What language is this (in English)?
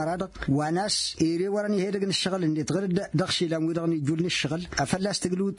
Tamasheq